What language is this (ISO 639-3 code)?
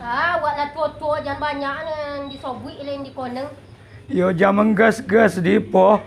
min